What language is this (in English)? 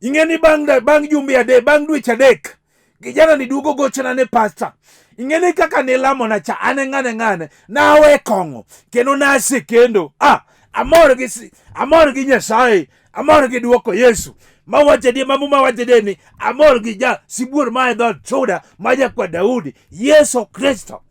Luo (Kenya and Tanzania)